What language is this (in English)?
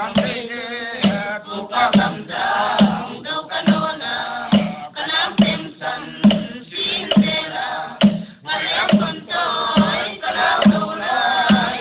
Paite Chin